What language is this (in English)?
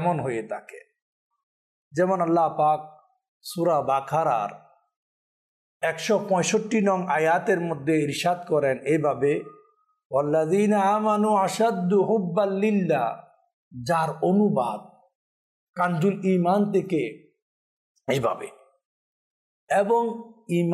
Bangla